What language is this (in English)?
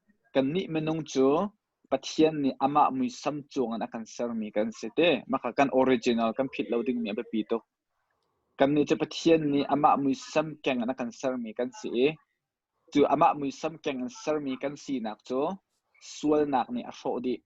Hakha Chin